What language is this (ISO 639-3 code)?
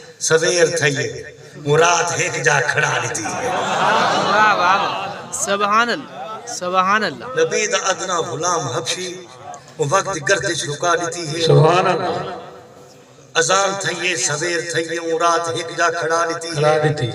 skr